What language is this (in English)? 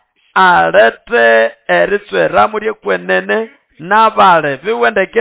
Nande